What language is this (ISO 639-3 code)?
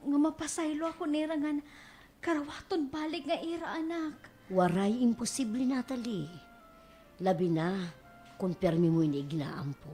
war